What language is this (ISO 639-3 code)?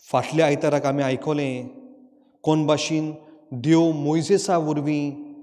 kok